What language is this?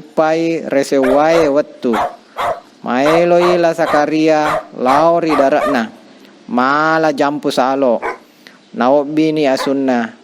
Buginese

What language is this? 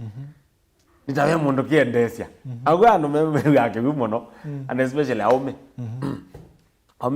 Kamba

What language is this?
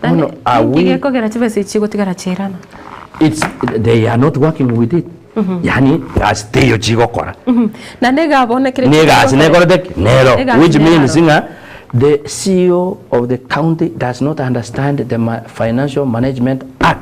Gusii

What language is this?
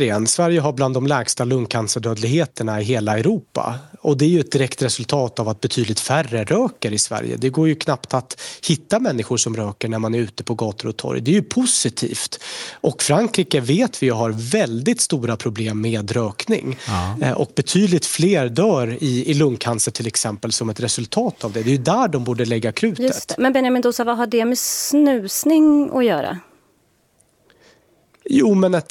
Swedish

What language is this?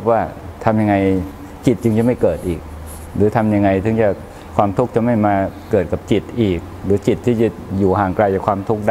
Thai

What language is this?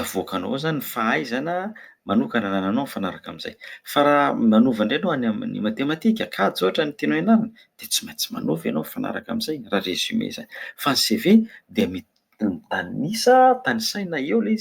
Malagasy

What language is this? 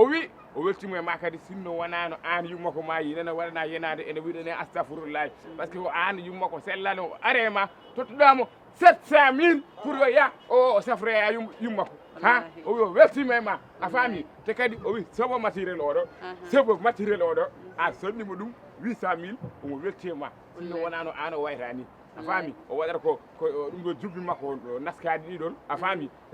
Fula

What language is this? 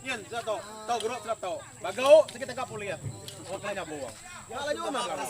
Iban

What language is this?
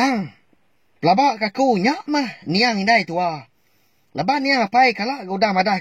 Iban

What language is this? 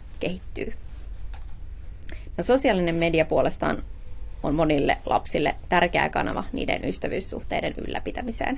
Finnish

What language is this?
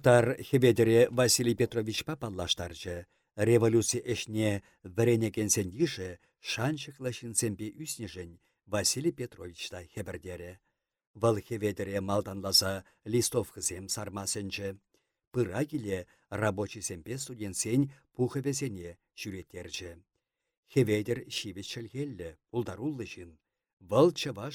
Chuvash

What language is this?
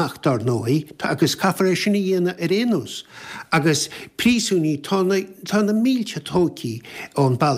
Irish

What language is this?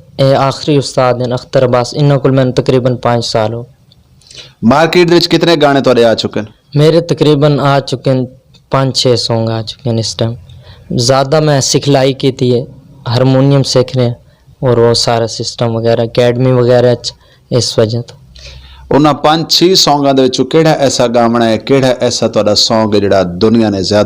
Western Panjabi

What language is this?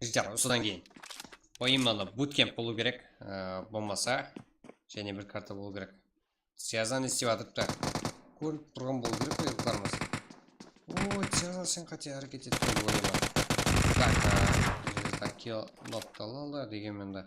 Kara-Kalpak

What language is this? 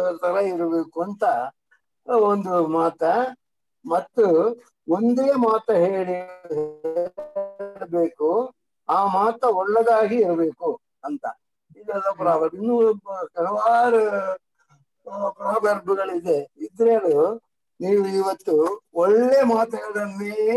Kannada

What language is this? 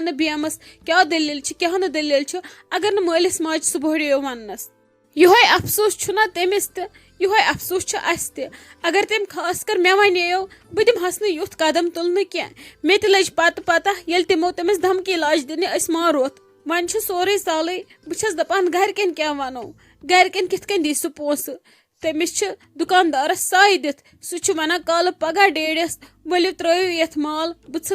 Kashmiri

